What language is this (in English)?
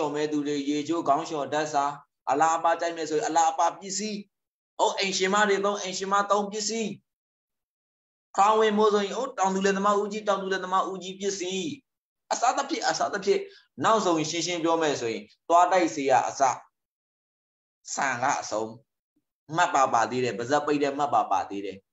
Burmese